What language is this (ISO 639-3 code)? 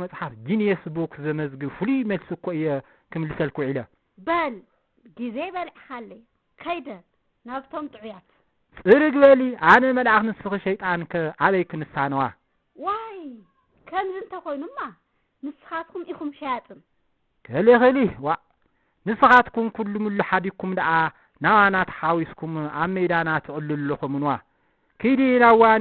tir